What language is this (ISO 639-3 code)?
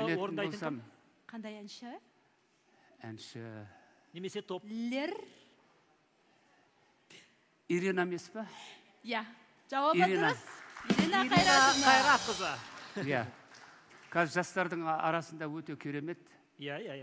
kaz